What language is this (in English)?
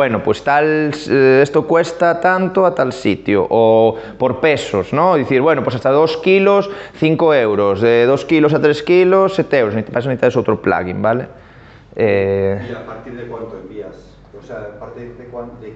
Galician